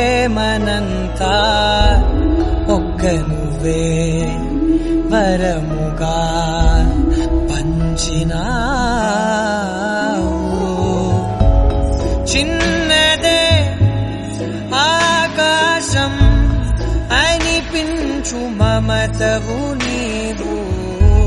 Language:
Telugu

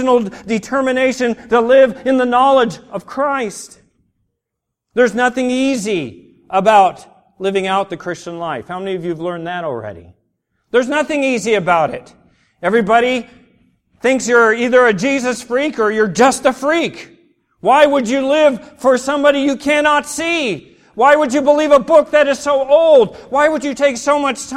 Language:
English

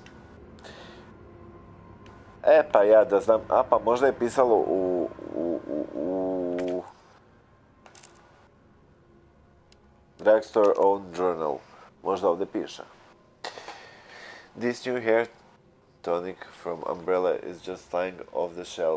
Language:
Croatian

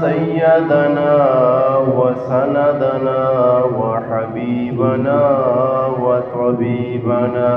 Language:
Eastern Balochi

